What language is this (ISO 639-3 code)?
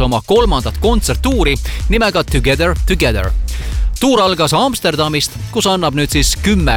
est